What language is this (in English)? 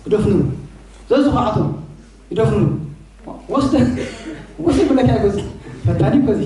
Tigrinya